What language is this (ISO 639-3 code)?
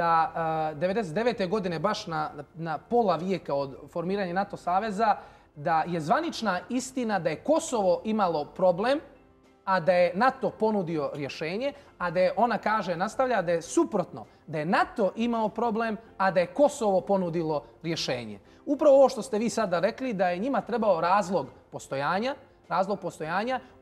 srp